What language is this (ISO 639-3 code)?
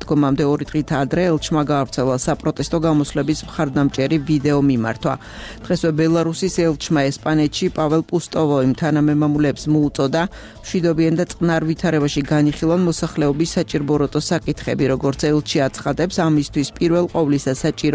kat